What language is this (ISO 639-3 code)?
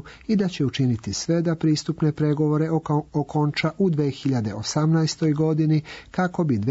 srp